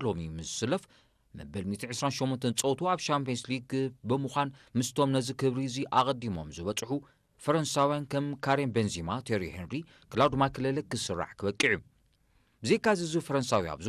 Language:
Tigrinya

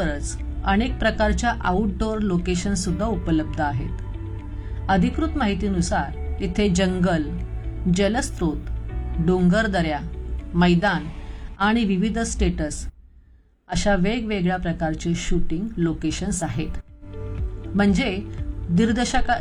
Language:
Marathi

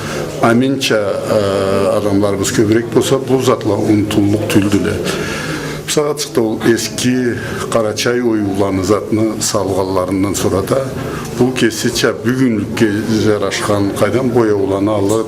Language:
Karachay-Balkar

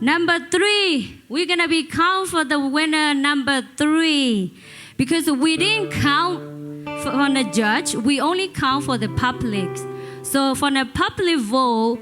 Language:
Lisu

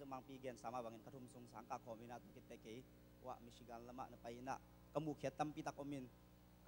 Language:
Tedim Chin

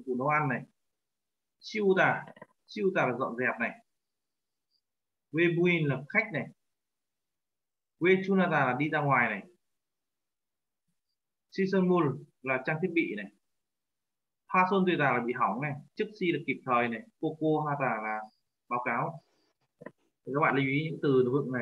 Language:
Vietnamese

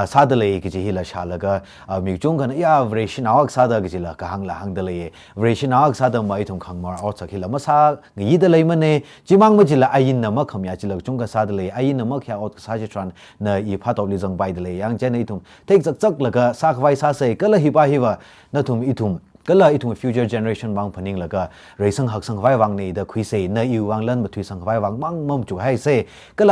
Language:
Tangkhul Naga (India)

